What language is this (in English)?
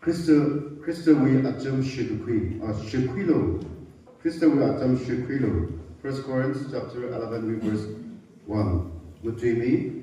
Tangkhul Naga (India)